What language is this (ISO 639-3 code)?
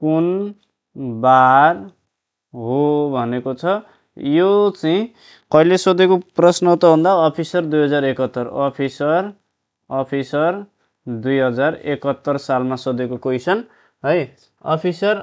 nep